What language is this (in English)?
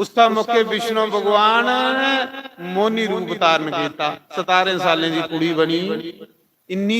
Dogri